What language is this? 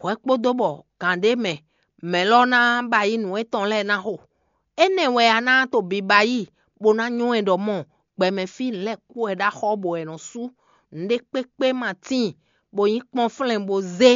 Fon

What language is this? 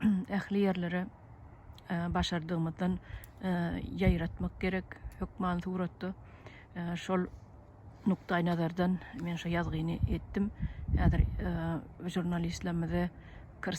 Turkmen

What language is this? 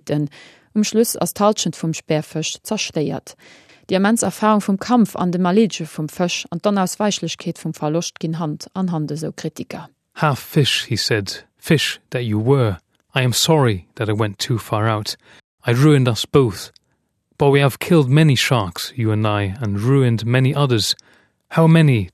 Luxembourgish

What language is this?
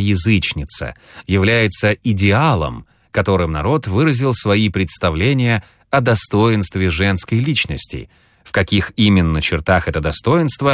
Russian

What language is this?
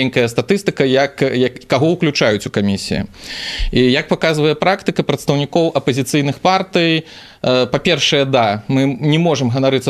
Belarusian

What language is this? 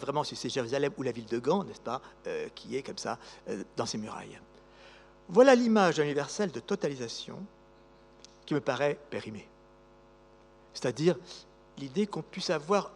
French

